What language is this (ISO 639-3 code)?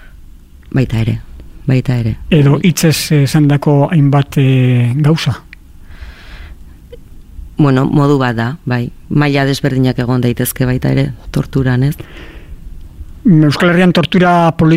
eus